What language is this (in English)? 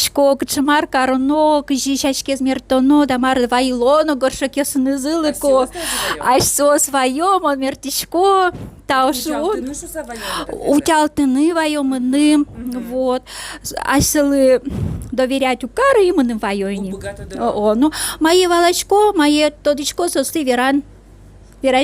Udmurt